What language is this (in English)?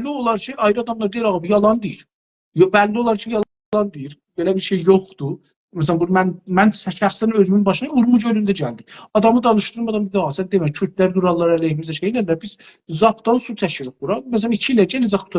South Azerbaijani